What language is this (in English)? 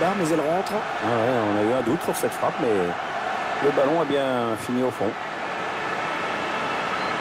French